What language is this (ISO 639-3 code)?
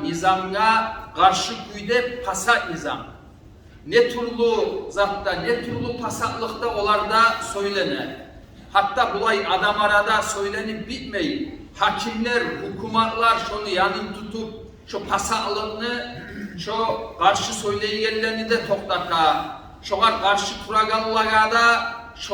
kum